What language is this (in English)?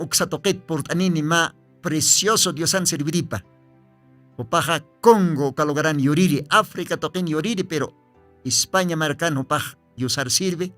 Aymara